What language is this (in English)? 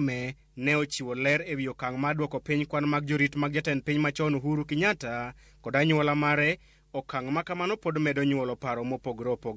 Luo (Kenya and Tanzania)